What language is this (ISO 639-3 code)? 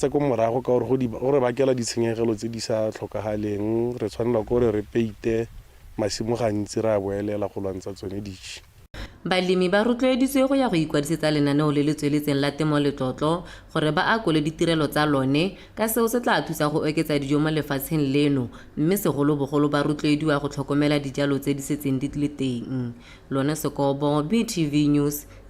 tsn